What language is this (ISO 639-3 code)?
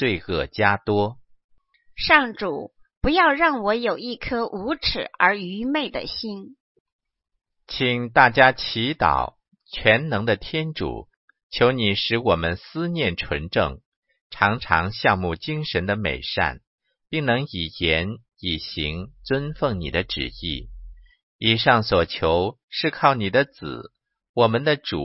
zho